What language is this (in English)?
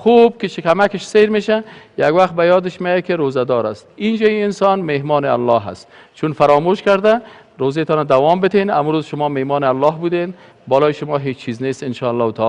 Persian